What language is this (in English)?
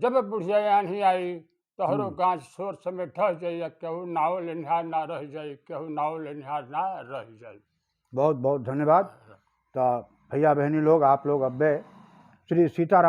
Bhojpuri